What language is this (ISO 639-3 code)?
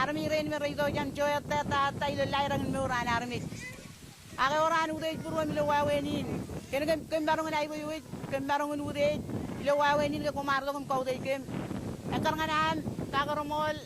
mah